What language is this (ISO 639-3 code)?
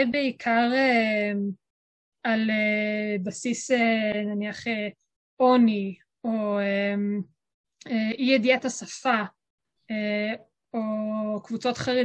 heb